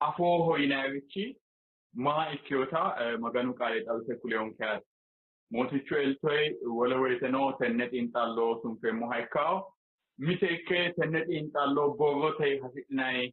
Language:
Sidamo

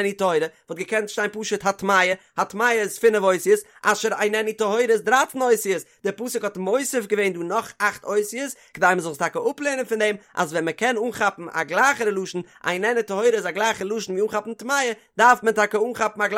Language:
Yiddish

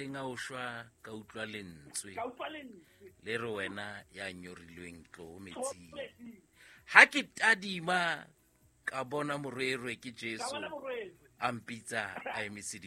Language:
Southern Sotho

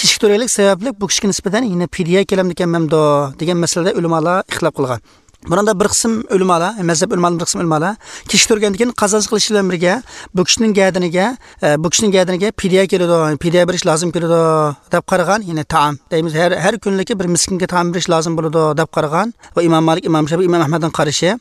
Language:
Uyghur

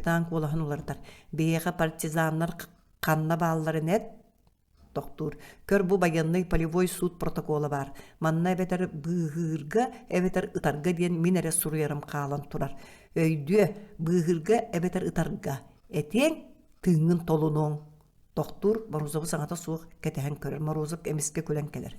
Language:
Yakut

